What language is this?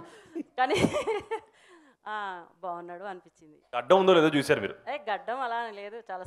Telugu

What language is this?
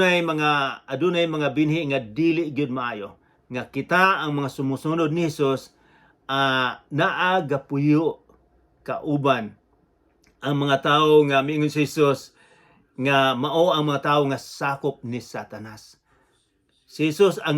Cebuano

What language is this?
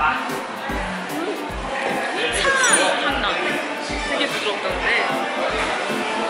Korean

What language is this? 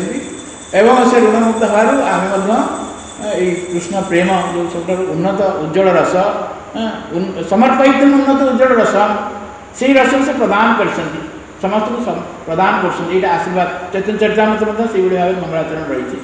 Odia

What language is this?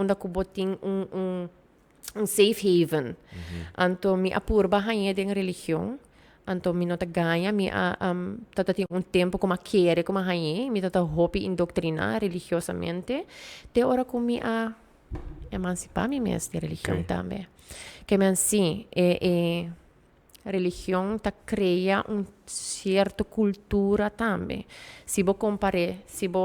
Papiamento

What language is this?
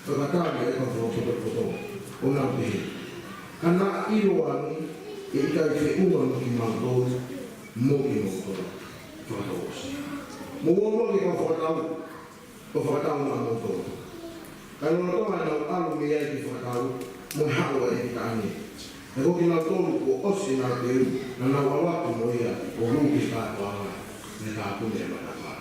Tongan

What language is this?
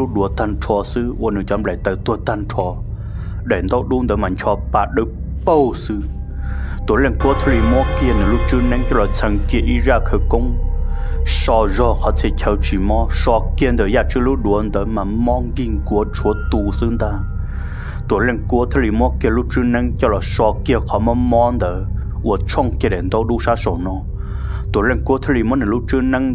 Hmong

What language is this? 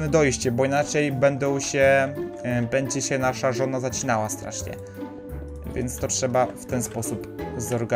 Polish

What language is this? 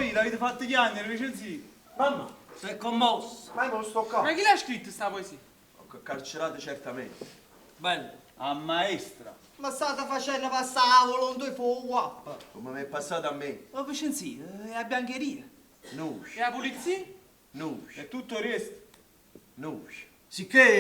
Neapolitan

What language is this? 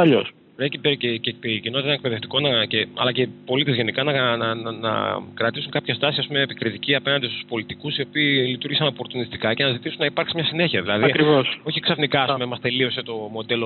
Greek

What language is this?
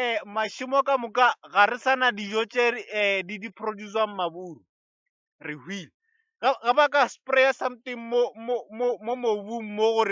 Northern Sotho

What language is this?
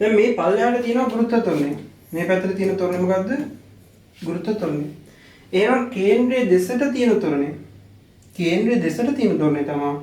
Sinhala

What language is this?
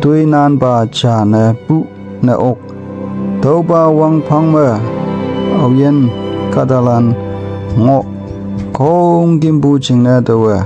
Konyak Naga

